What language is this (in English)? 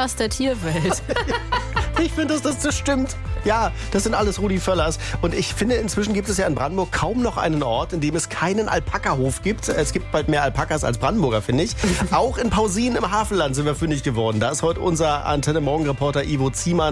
German